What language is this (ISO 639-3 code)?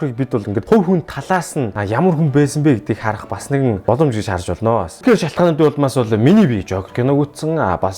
mon